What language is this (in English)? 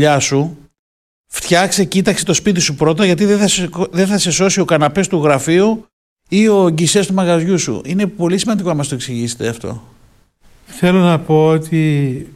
Greek